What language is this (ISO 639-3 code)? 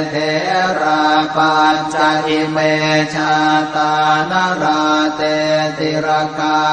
pli